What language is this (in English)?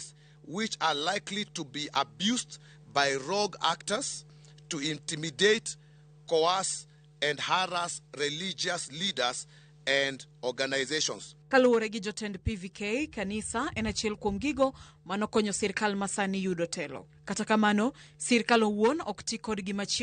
Luo (Kenya and Tanzania)